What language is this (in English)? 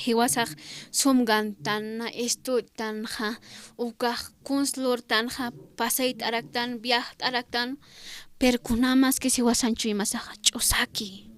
Aymara